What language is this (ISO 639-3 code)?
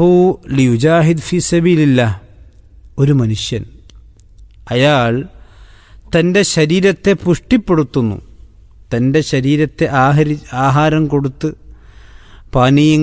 mal